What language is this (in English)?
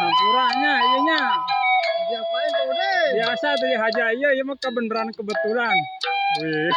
Sundanese